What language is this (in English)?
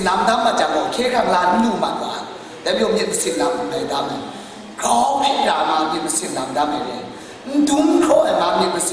Kachin